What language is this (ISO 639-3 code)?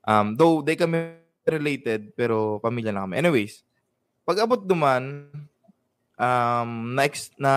bik